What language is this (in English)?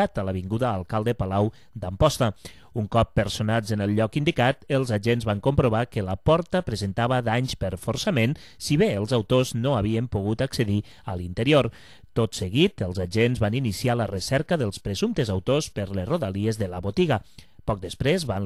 Catalan